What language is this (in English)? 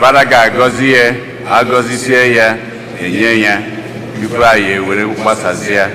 Igbo